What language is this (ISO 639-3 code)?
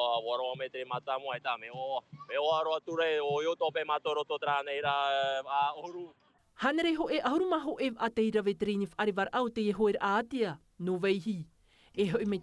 tah